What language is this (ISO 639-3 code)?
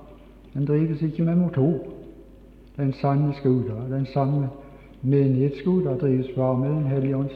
nor